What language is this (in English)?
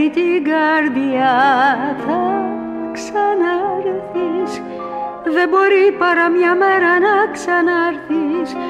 Greek